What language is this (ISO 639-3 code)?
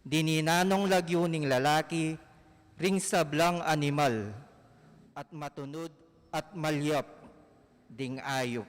pam